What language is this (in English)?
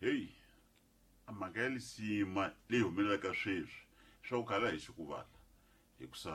Tsonga